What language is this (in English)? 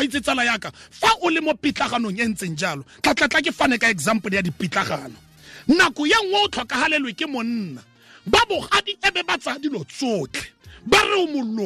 Tswana